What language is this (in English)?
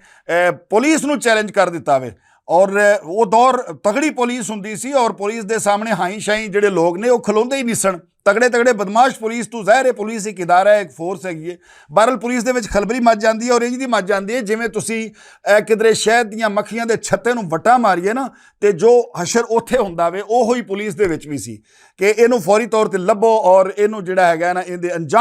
Western Panjabi